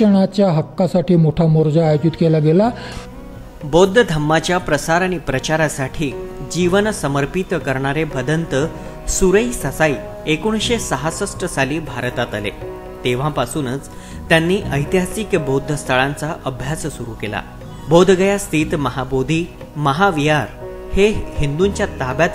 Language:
Marathi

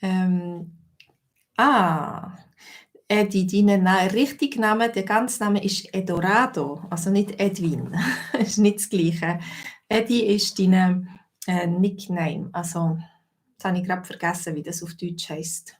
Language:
Swiss German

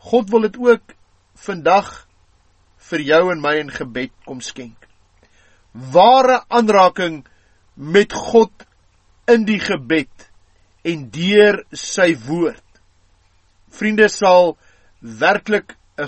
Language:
Afrikaans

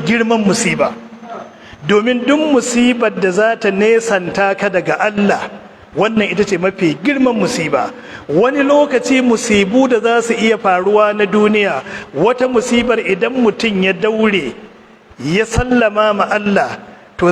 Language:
Hausa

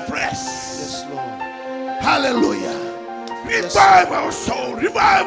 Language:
Fijian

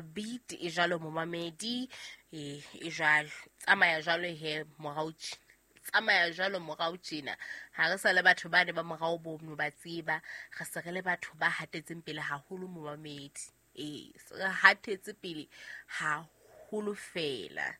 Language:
Southern Sotho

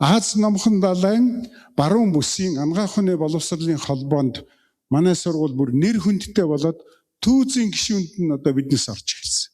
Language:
Mongolian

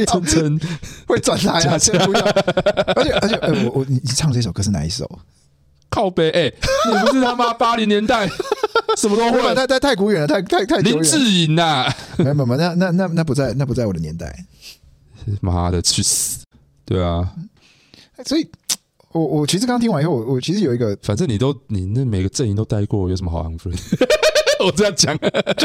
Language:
Chinese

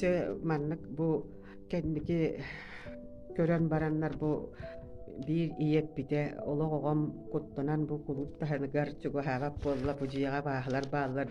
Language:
Yakut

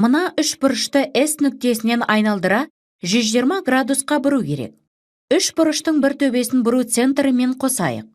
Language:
Kazakh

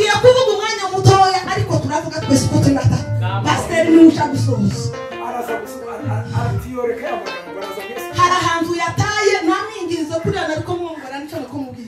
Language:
Kinyarwanda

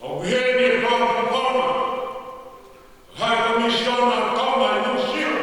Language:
Tongan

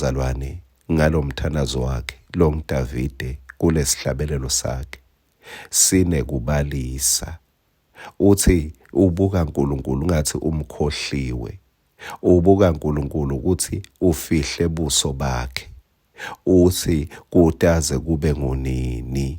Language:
Swati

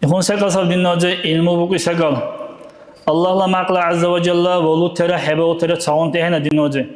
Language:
Dargwa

